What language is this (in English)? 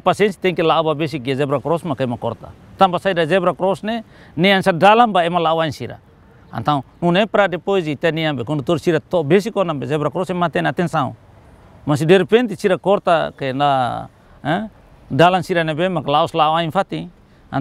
Tetum